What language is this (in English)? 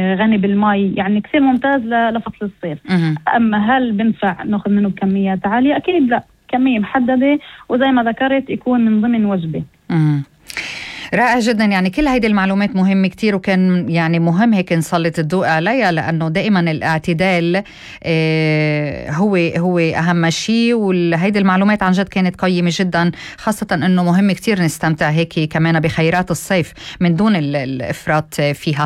North Levantine Arabic